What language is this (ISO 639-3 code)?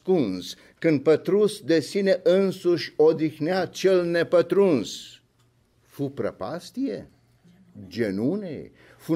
ron